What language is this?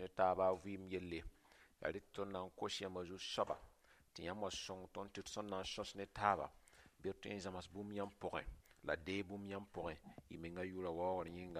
Mossi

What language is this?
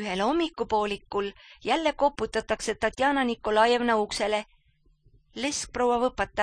Estonian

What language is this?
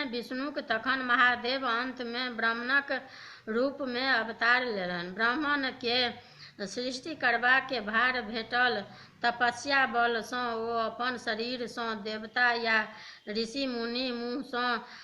Maithili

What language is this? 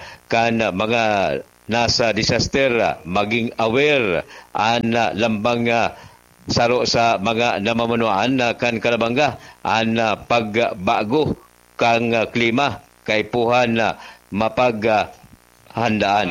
Bikol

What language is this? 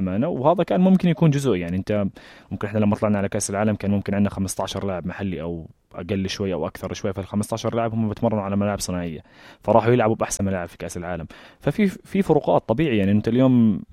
North Levantine Arabic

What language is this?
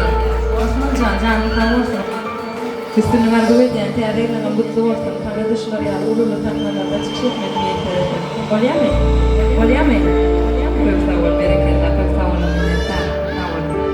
Turkmen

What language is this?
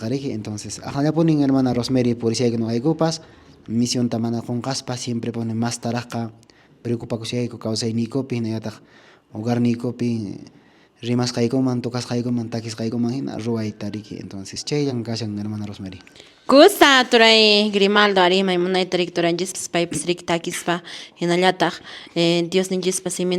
Quechua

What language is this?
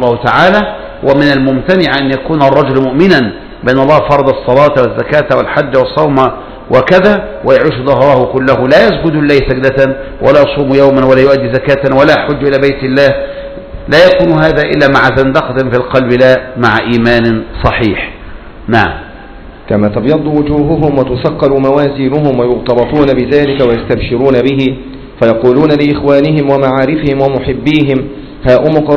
Arabic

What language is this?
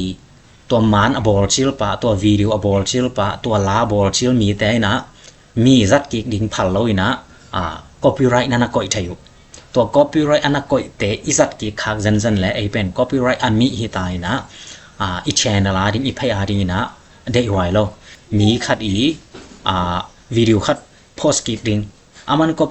Tedim Chin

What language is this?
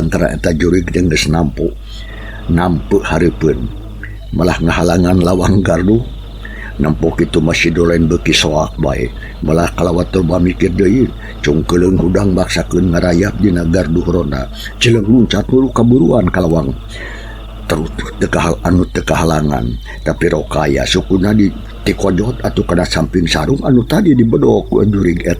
Sundanese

